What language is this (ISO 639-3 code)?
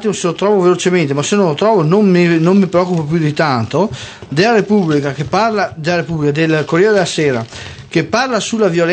ita